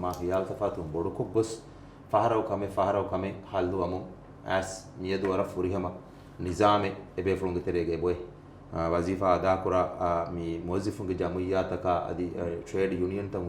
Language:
Divehi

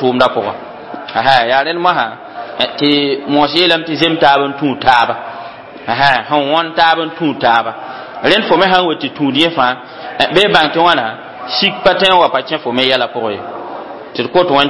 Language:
Mossi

